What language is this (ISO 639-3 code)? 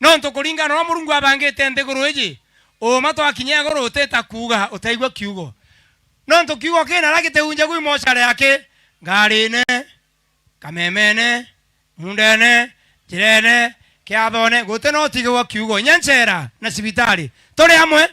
mer